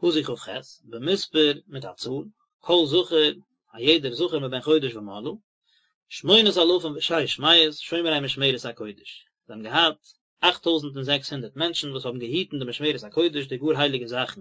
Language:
Yiddish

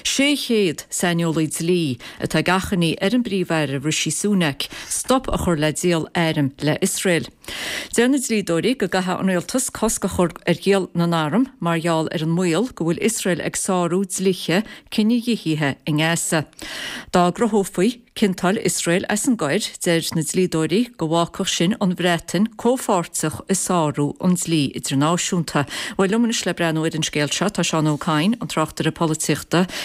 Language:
Irish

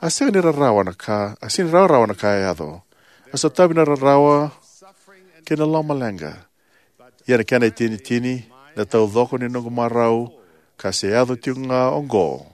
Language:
Fijian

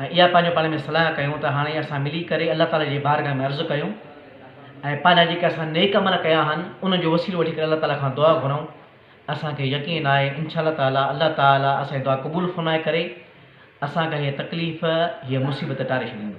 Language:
Sindhi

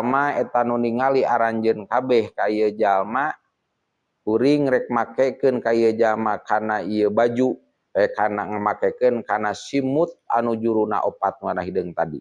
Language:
Sundanese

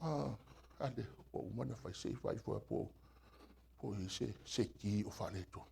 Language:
Samoan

